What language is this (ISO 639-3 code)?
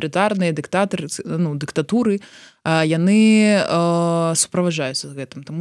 bel